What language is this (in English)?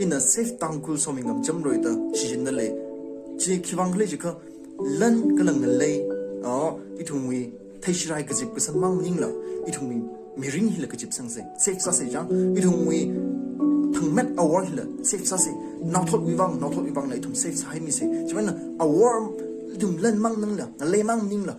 Tangkhul Naga (India)